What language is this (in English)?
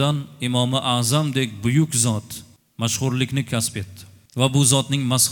Uzbek